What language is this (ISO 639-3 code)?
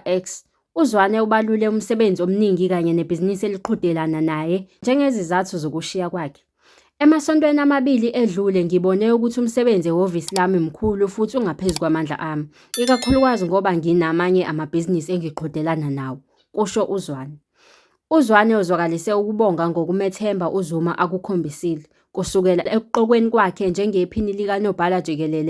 zul